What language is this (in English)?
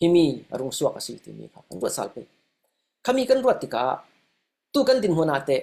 Falam Chin